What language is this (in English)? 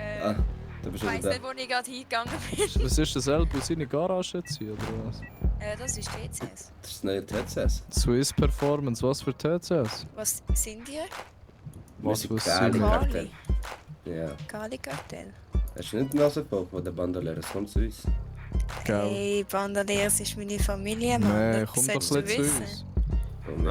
Swiss German